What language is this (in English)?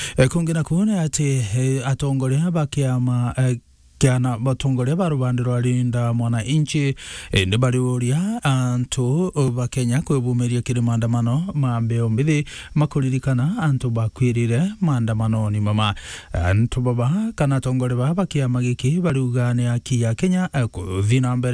Meru